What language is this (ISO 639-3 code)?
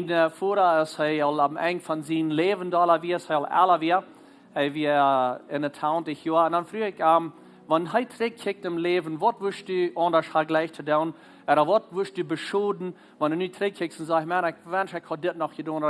pdt